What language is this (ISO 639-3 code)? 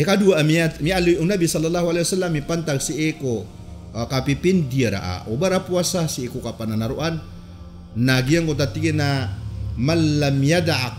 mrw